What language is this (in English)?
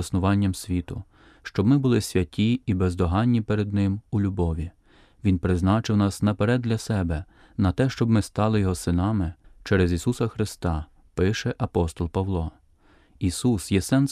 Ukrainian